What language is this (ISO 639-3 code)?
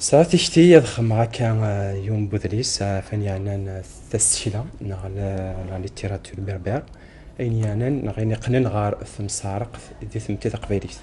kab